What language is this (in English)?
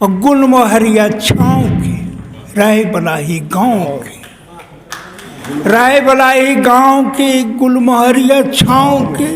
Magahi